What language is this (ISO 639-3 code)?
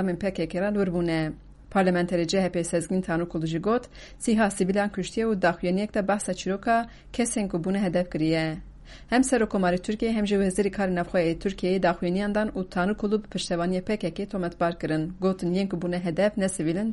kur